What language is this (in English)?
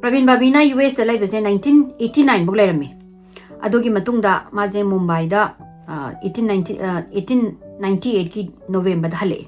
Manipuri